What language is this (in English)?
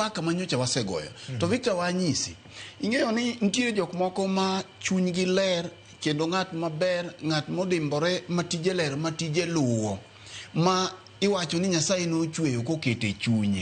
Luo (Kenya and Tanzania)